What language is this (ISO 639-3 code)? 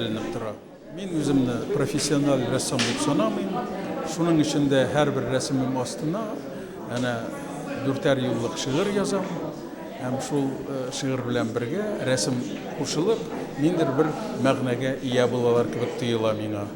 tat